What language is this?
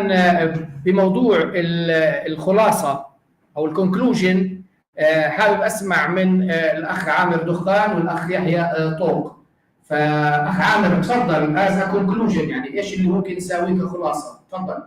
North Levantine Arabic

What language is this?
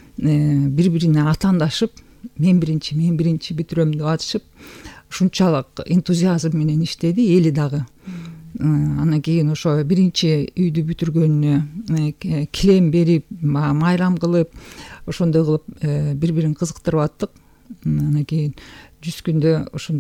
Kyrgyz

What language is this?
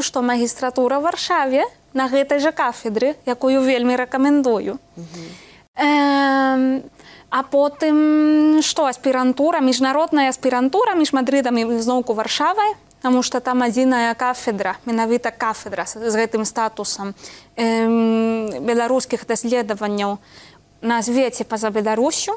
Belarusian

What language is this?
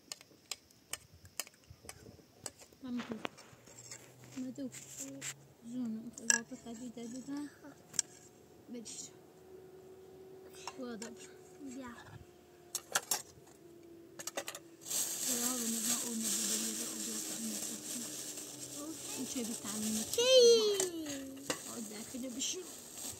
Persian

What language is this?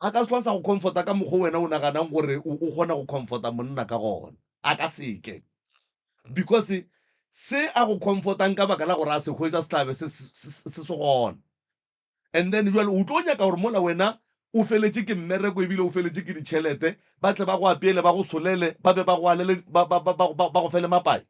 Northern Sotho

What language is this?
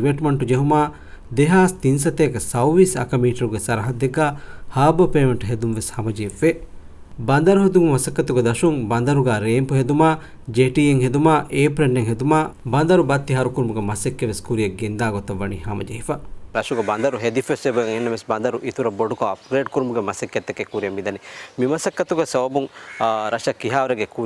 Divehi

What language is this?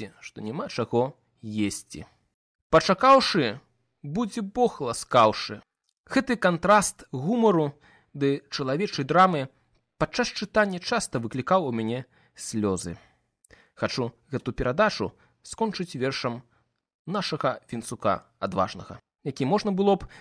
Belarusian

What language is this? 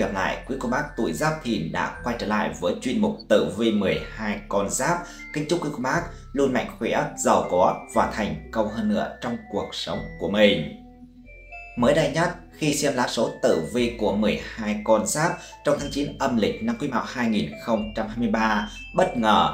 Vietnamese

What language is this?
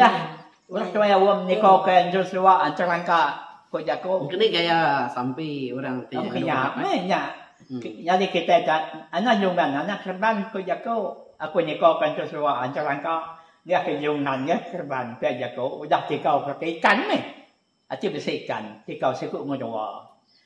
Iban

